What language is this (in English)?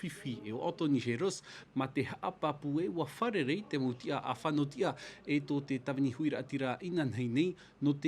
Tahitian